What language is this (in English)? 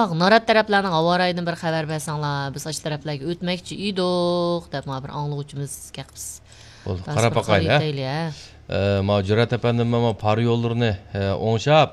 Uyghur